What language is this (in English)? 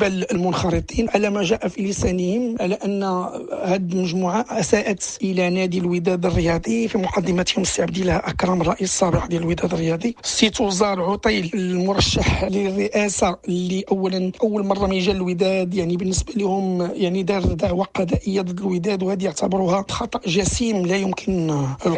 Moroccan Arabic